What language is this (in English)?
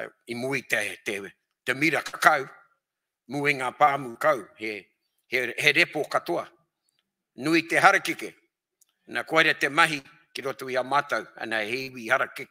Māori